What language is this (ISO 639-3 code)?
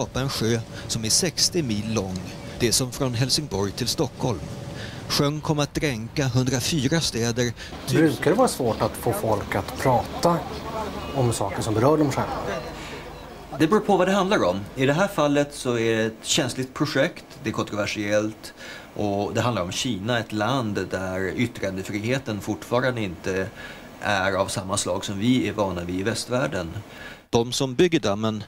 swe